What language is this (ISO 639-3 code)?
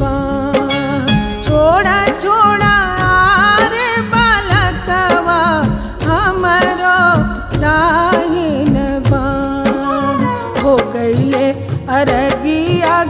bho